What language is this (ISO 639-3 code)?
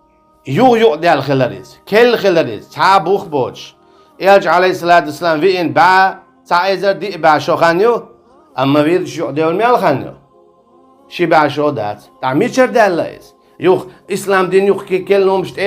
che